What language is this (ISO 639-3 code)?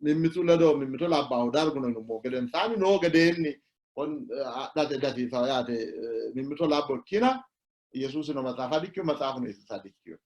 sid